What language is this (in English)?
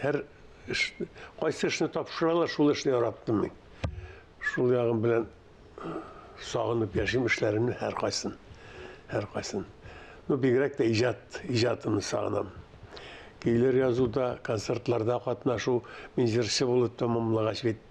Tatar